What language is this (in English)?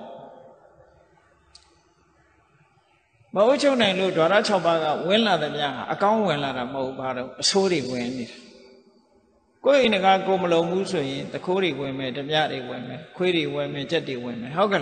Burmese